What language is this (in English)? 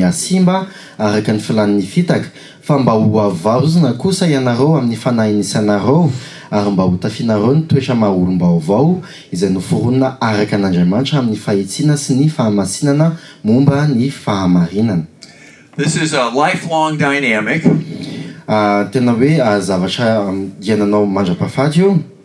Malagasy